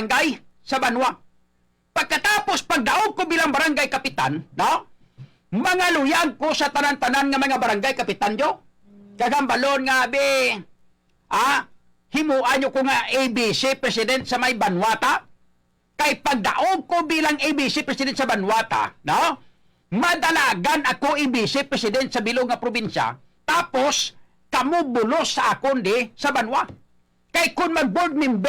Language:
Hiligaynon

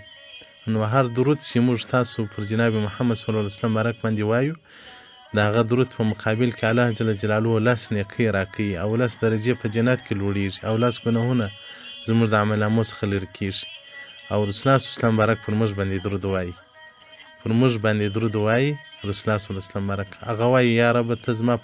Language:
Pashto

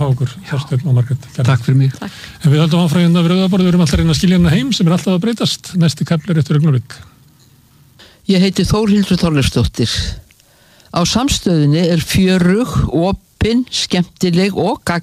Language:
Icelandic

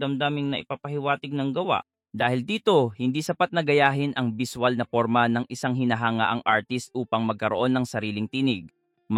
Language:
Filipino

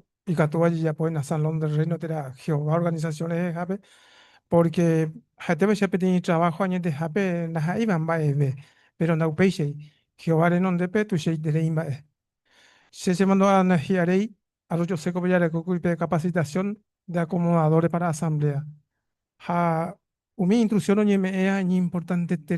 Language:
Guarani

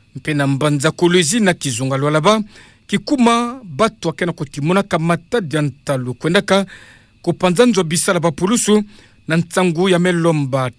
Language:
Kituba (Democratic Republic of Congo)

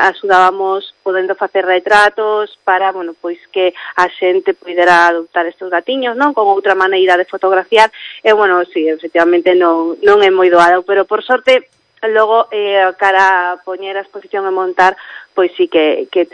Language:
Galician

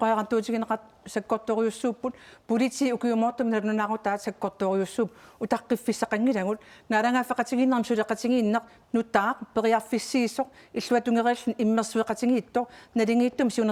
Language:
Kalaallisut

